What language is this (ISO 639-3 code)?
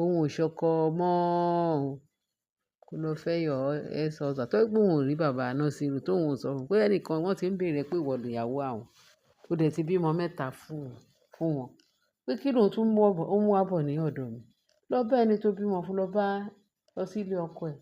yor